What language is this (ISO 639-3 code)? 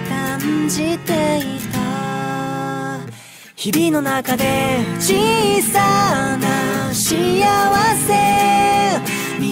jpn